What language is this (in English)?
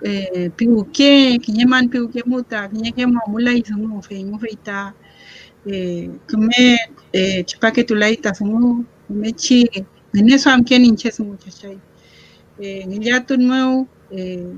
Mapuche